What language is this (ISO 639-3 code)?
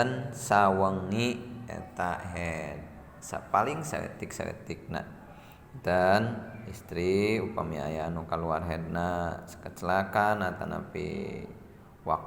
sun